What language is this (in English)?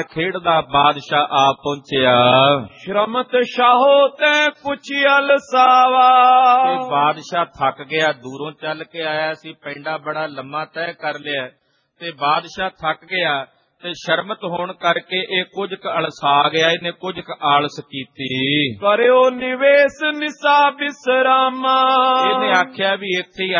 Punjabi